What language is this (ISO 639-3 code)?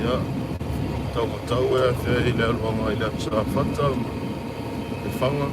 smo